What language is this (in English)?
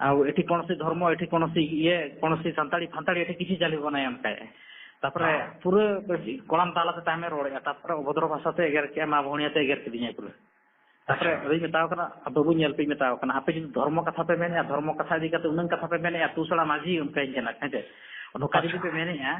Santali